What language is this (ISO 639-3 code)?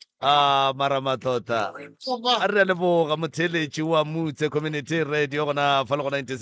nso